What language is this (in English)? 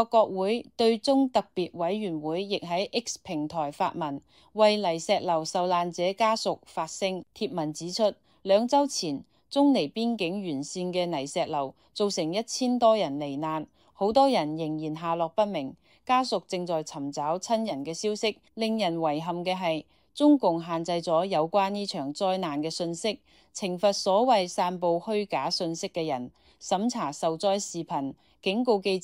Cantonese